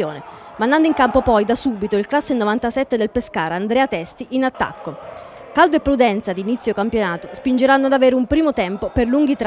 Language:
Italian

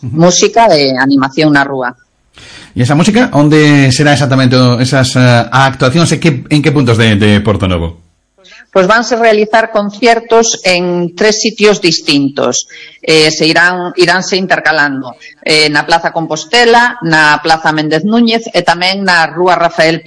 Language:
Galician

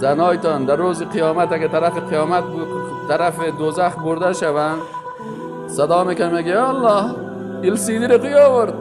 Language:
Persian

